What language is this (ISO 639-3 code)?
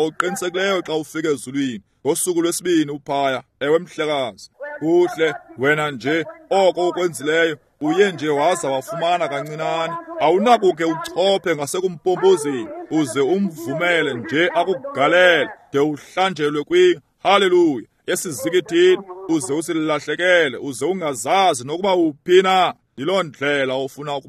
xho